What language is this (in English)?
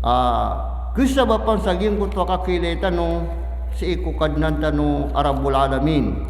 Maranao